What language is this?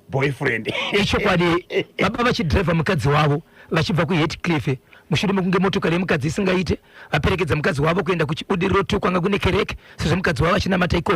Shona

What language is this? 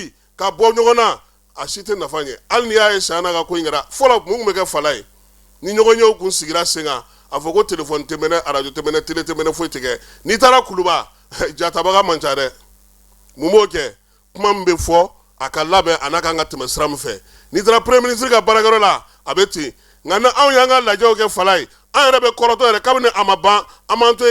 Bambara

